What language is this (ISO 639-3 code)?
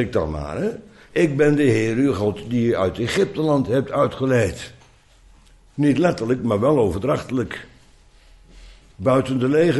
nld